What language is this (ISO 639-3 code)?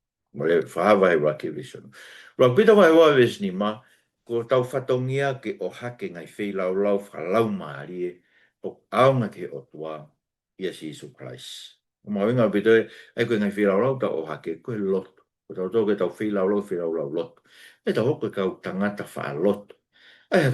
ton